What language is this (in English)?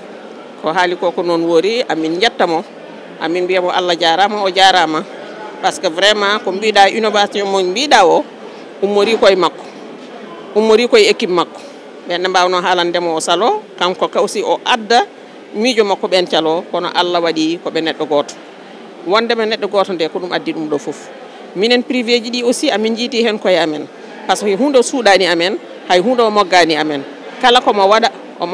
Fula